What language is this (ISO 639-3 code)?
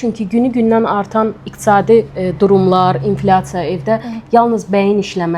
aze